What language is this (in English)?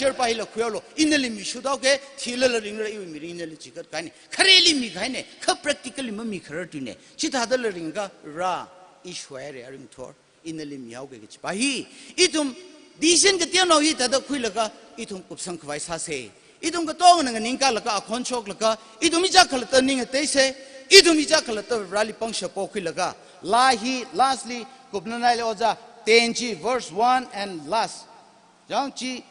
Tangkhul Naga (India)